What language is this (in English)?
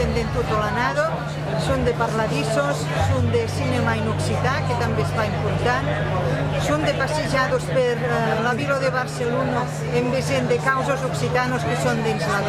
Occitan